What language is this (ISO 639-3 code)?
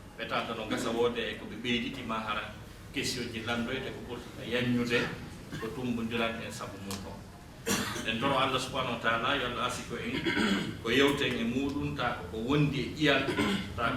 ful